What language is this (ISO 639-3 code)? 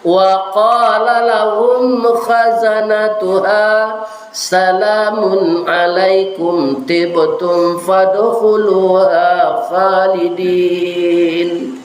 min